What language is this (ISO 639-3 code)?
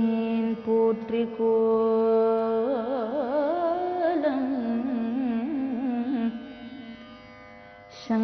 tam